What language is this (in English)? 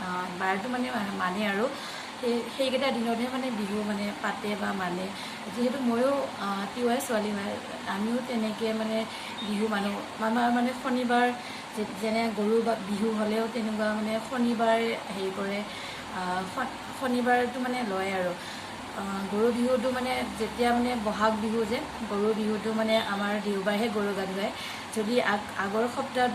Assamese